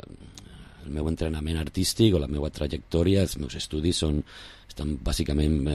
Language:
Catalan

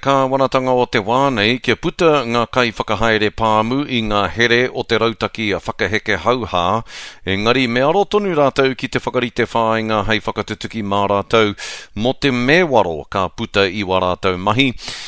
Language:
Māori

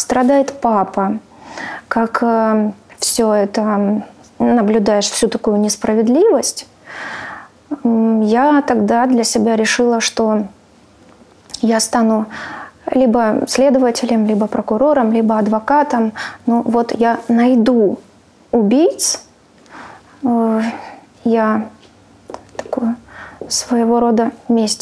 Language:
Russian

